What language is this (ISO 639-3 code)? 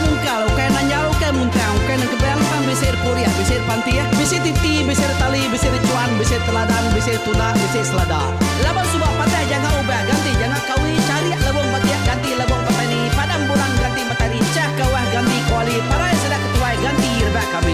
iba